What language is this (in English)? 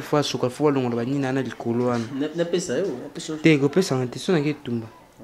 Lingala